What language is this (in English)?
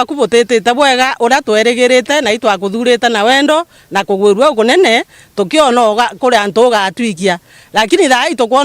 Meru